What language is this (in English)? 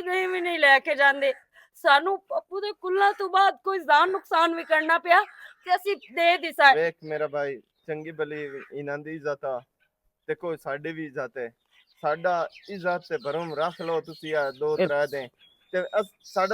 Western Panjabi